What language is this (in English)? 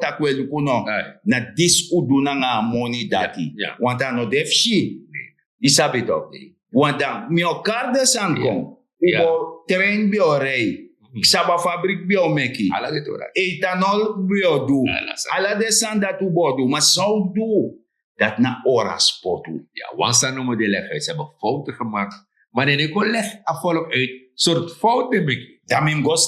Sranan Tongo